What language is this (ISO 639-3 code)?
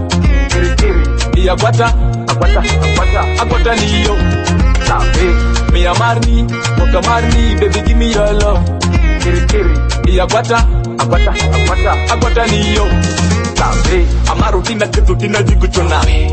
swa